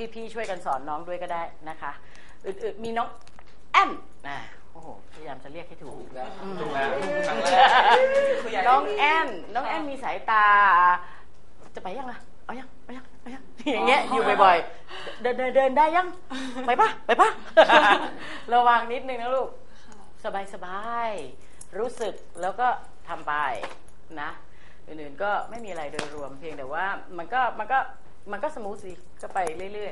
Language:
Thai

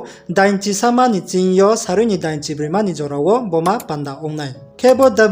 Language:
Riang (India)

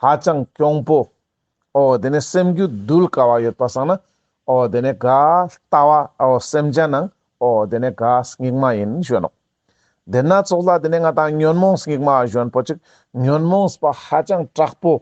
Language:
Ladakhi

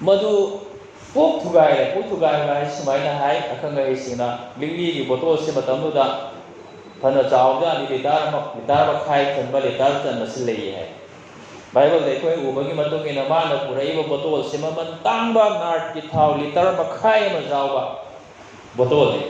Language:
Manipuri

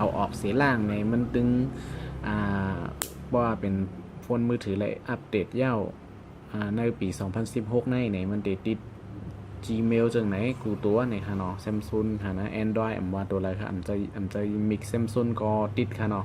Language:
Shan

